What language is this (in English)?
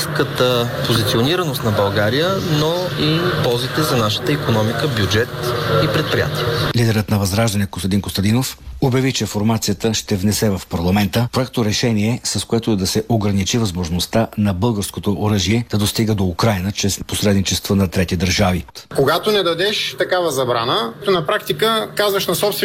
Bulgarian